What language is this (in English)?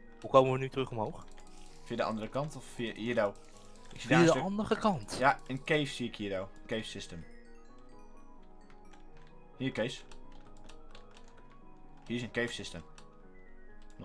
Dutch